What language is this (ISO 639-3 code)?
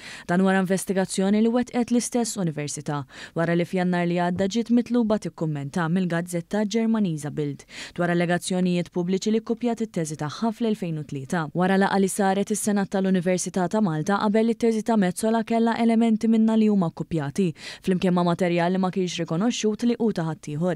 mlt